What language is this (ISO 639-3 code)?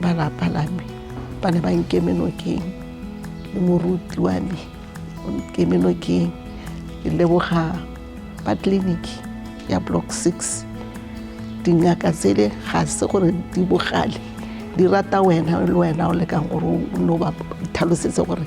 tsn